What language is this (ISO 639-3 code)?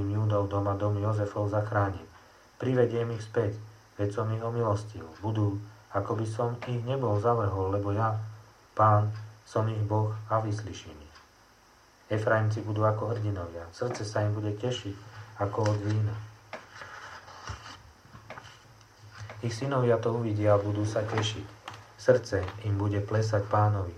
slk